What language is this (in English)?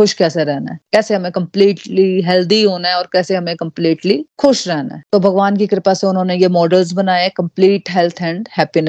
Hindi